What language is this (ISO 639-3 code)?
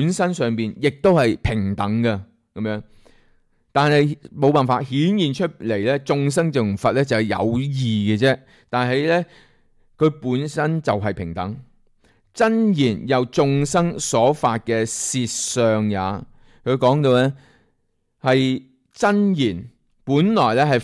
yue